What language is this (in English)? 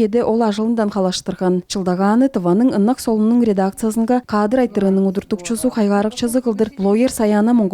Tuvinian